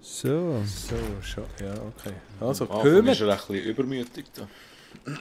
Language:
Swiss German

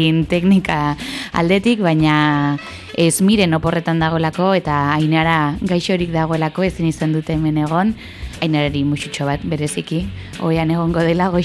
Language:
Basque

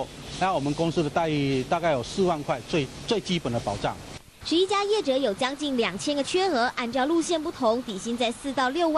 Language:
Chinese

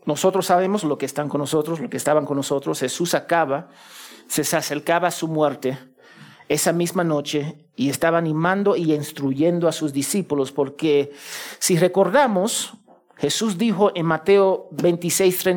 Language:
Spanish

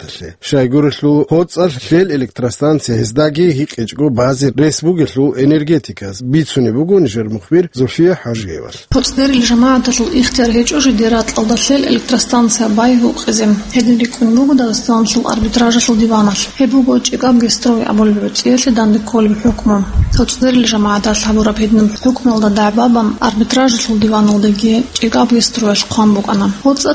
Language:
Avaric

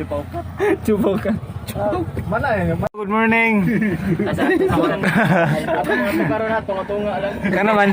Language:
Cebuano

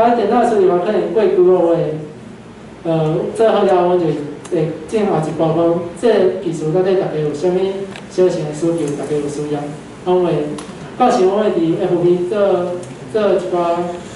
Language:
Min Nan Chinese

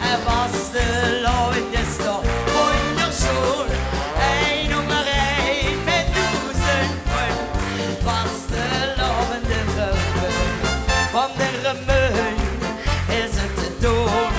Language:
Limburgish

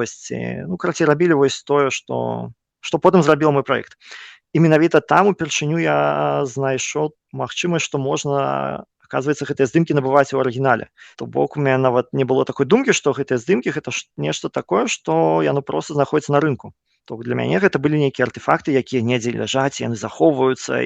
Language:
Belarusian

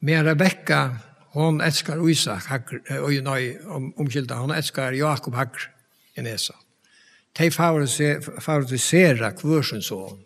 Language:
Faroese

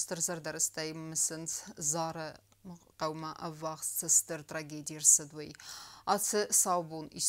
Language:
Ossetic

